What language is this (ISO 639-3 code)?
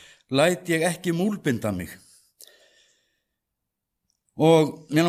isl